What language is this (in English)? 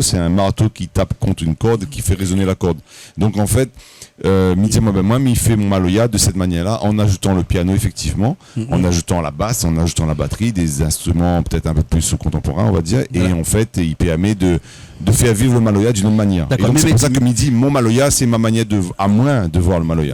Réunion Creole French